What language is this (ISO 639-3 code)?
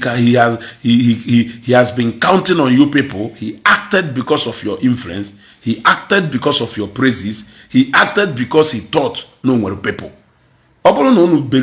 ibo